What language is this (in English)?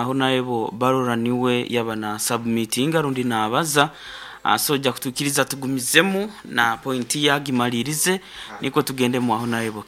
Nyoro